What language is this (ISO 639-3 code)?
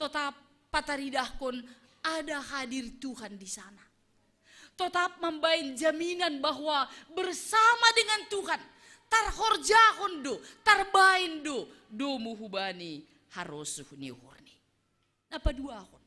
bts